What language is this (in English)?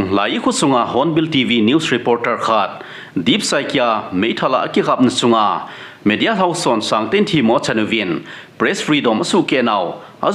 Thado Chin